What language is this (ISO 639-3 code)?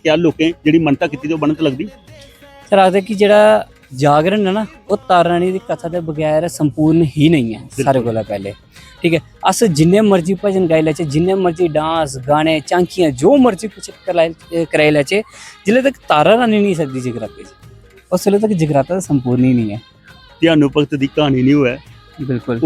doi